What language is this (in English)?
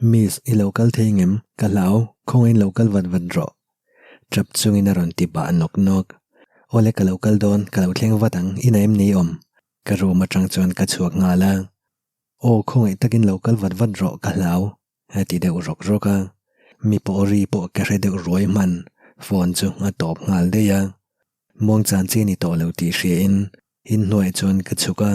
Mizo